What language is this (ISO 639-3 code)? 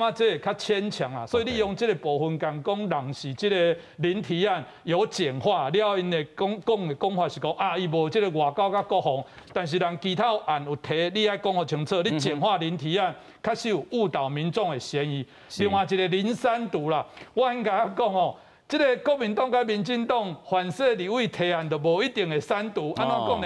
nan